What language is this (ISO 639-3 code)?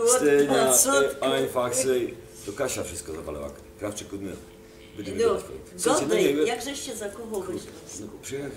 szl